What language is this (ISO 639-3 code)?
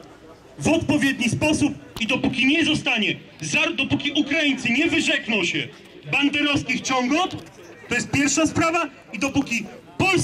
pol